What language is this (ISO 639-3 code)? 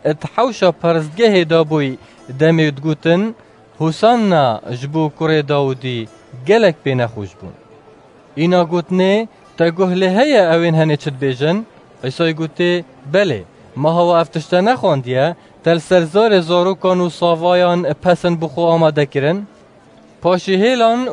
kur